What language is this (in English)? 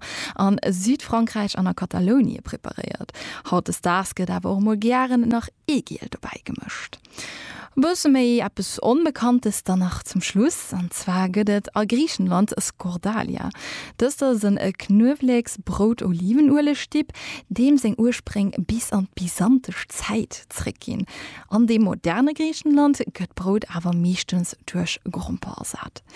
Luxembourgish